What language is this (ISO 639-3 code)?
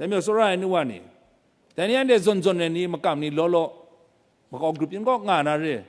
kac